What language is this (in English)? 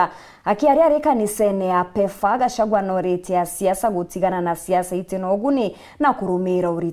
Meru